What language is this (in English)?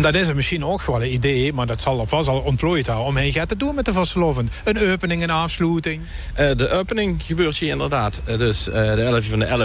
Limburgish